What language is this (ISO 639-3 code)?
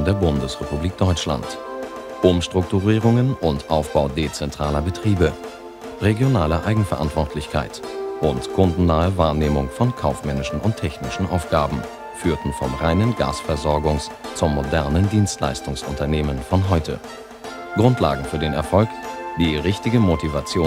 deu